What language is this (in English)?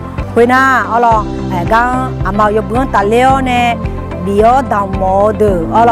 Akha